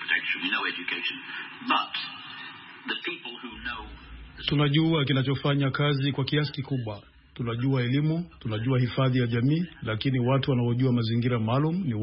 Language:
Swahili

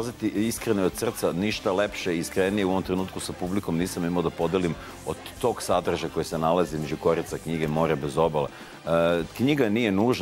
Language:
Serbian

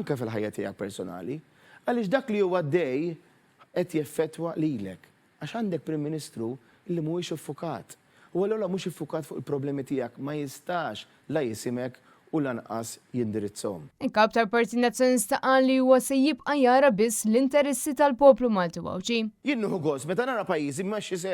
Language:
Maltese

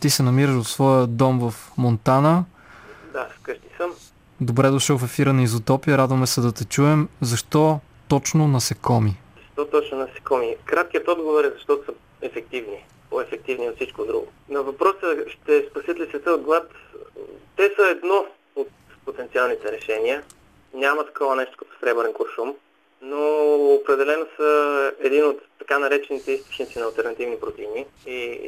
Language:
Bulgarian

